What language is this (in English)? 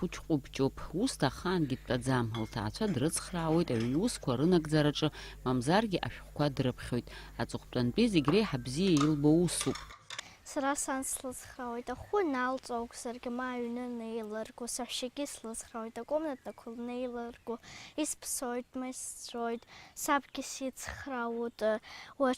Abkhazian